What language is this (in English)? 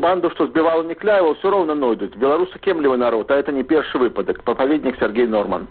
Belarusian